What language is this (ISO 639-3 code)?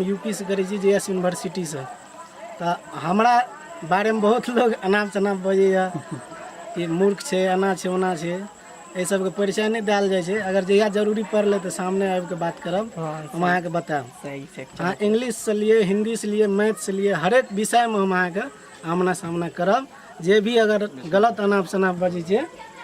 mai